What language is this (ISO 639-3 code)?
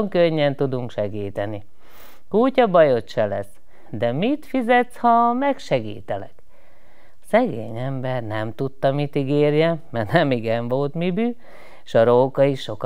hun